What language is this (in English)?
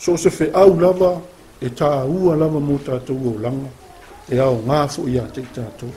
Samoan